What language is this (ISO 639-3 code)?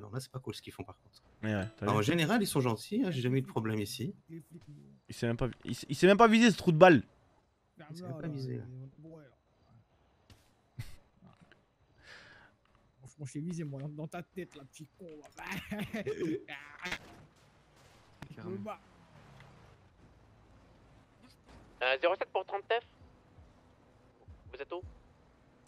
fra